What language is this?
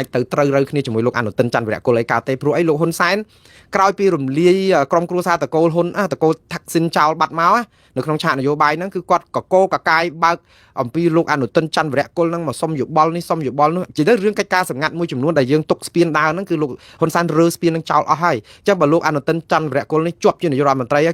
Khmer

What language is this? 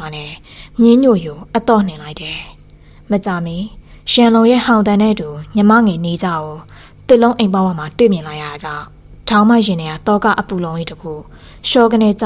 Burmese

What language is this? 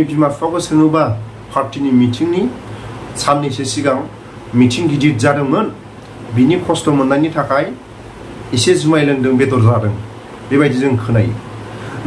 Bodo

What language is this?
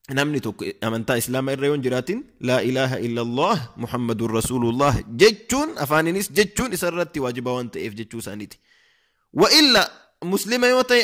Oromo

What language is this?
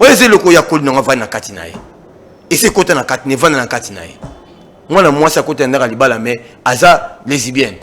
Lingala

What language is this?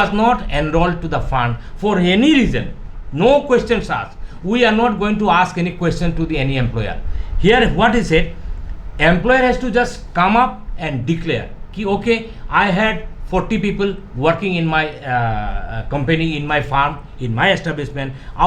Naga Pidgin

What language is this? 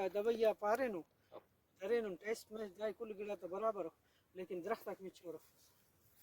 Brahui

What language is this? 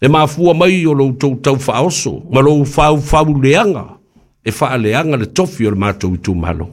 Samoan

